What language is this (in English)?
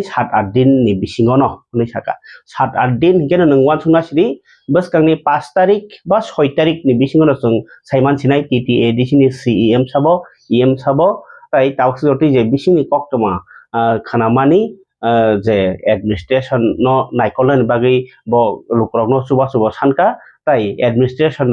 Kok Borok